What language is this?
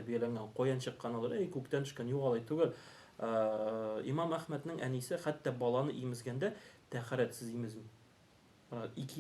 Tatar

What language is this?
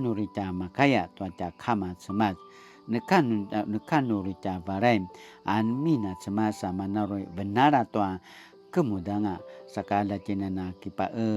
Paiwan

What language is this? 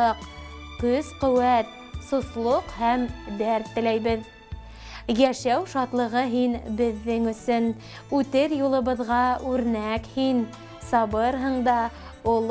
Bashkir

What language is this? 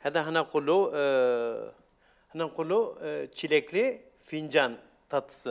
Algerian Arabic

